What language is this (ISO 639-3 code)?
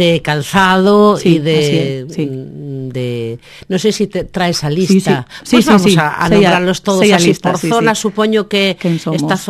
glg